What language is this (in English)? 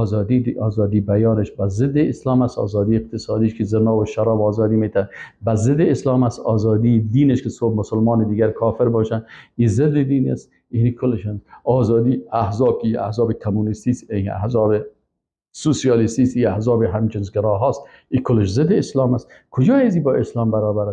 Persian